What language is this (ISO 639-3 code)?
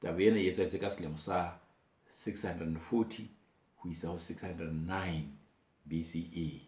sot